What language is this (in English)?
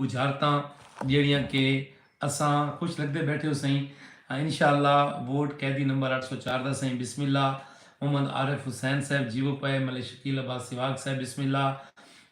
Saraiki